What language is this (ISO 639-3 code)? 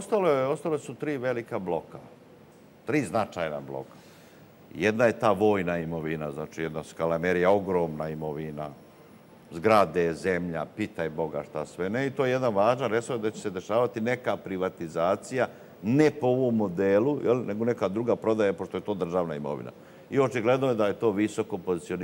srp